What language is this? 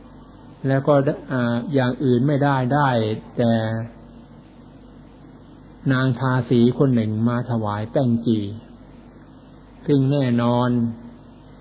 Thai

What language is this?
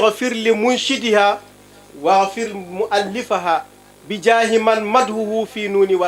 Fula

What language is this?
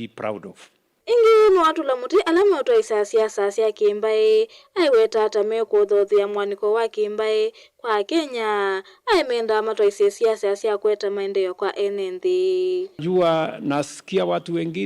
Kamba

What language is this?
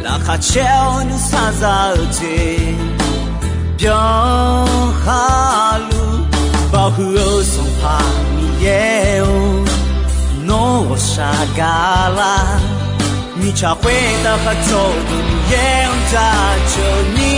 Akha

